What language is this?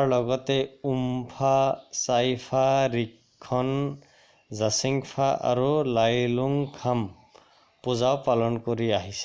Assamese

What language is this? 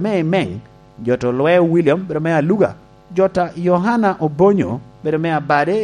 Lango (Uganda)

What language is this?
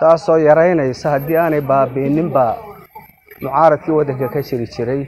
Somali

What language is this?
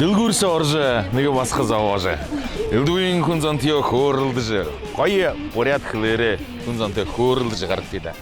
Buriat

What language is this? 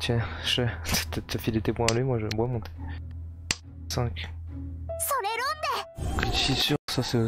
French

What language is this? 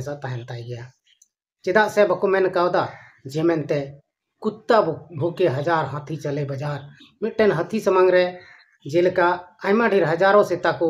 Santali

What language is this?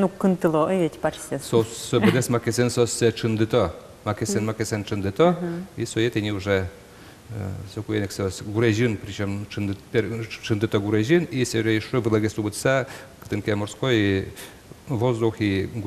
Udmurt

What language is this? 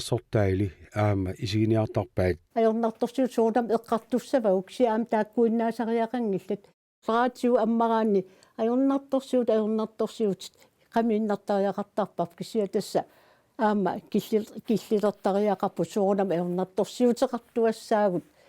Kalaallisut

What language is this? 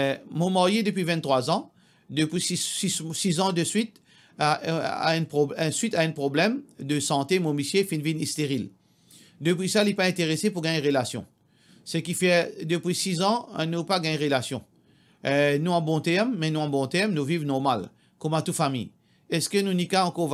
Morisyen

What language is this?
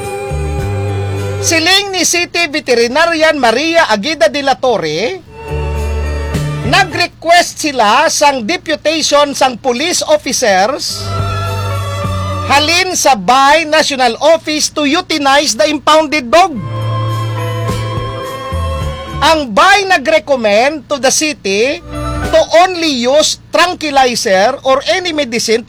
Hiligaynon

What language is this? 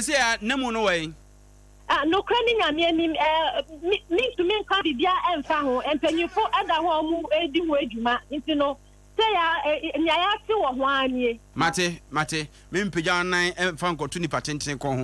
Akan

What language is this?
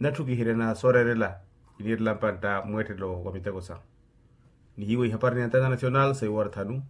Makhuwa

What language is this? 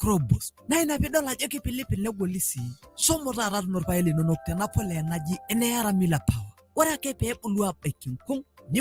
Masai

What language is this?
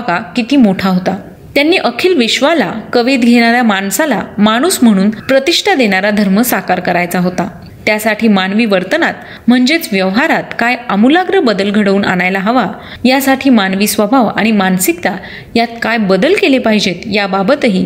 Marathi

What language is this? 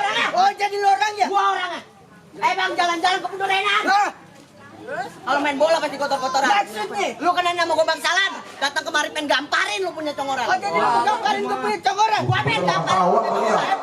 Betawi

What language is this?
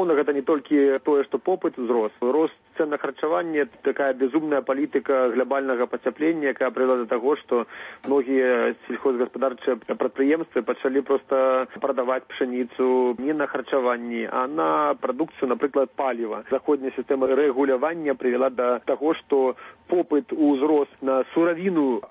Belarusian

